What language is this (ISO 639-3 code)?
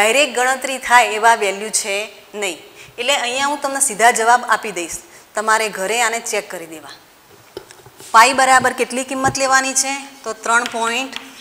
guj